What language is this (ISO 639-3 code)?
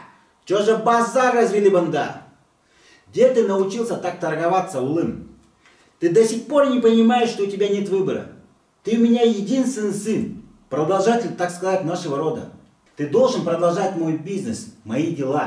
bak